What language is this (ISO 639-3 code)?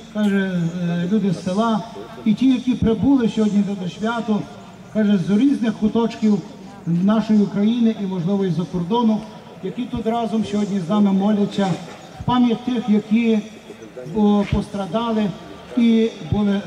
ukr